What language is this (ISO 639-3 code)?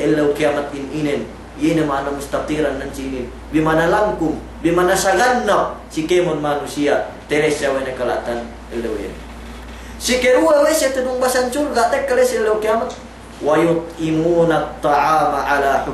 yka